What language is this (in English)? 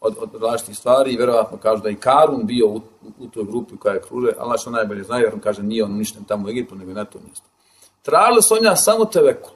Bosnian